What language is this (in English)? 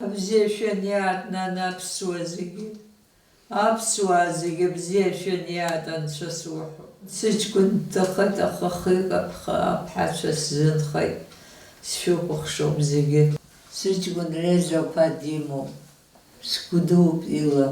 Abkhazian